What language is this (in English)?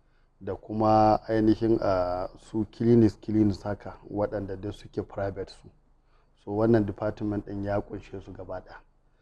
Hausa